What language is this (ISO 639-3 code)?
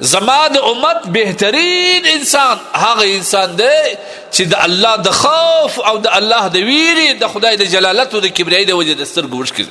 pus